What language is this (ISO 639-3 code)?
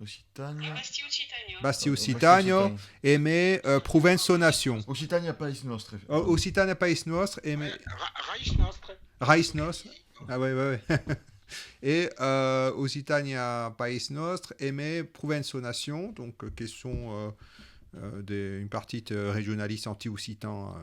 oci